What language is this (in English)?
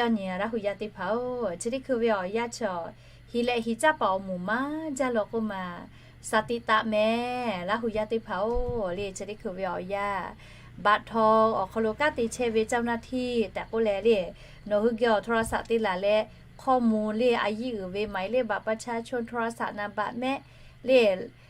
Lahu